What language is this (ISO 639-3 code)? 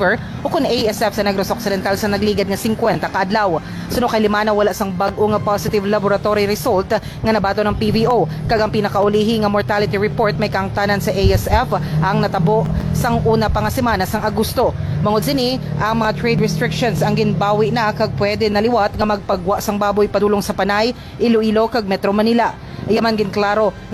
hil